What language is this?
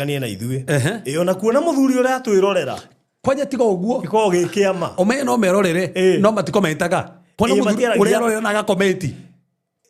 Kikuyu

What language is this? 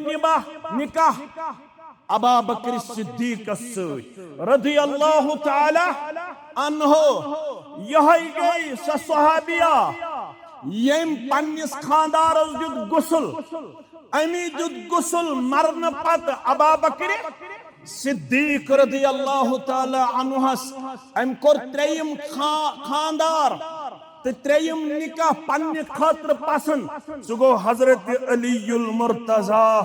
Kashmiri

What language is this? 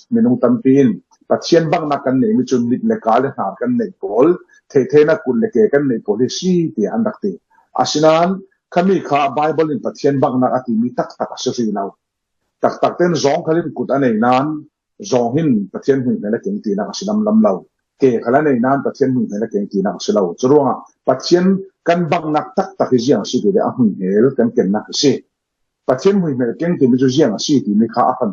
Falam Chin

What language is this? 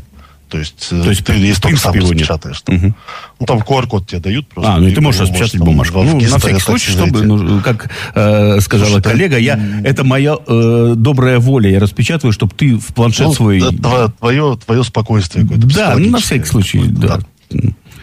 Russian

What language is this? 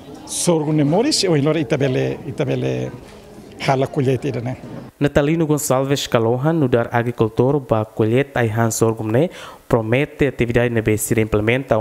Tetum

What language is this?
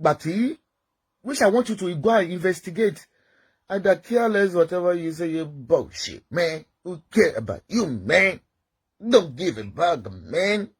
Yoruba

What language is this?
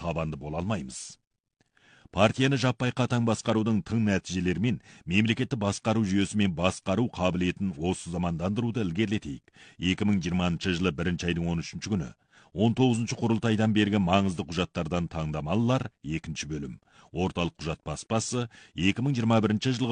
Kazakh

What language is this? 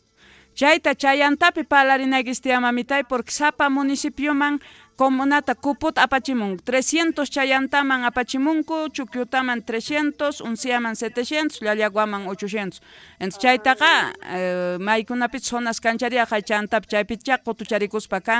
South Bolivian Quechua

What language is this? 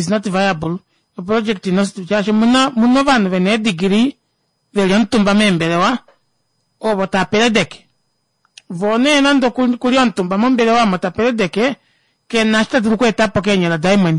Kuanyama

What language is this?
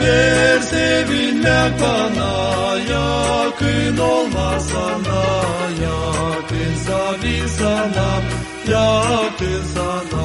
Gagauz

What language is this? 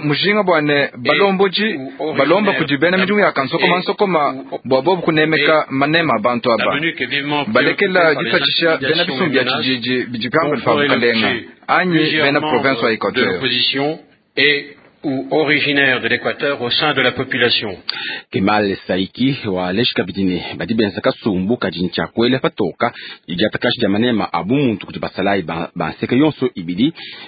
Luba-Lulua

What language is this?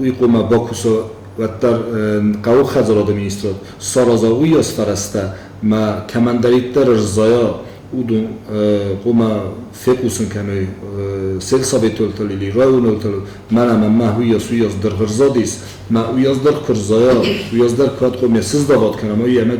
Ossetic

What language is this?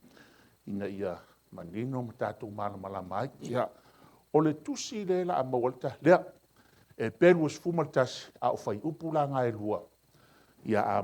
Samoan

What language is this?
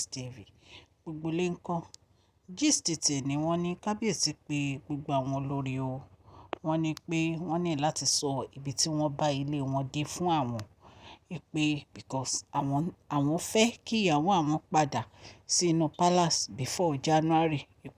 Yoruba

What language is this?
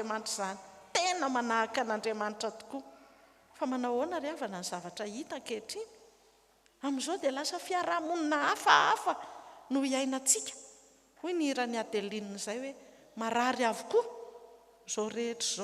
Malagasy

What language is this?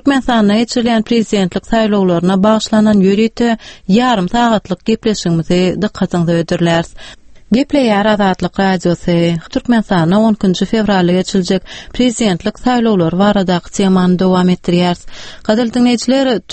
Turkmen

